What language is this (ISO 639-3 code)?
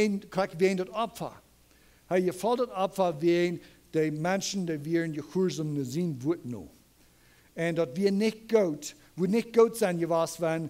pdt